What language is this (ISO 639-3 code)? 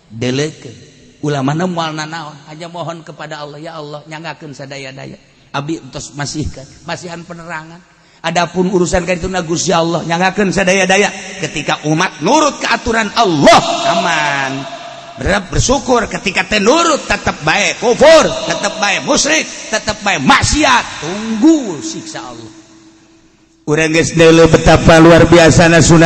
sun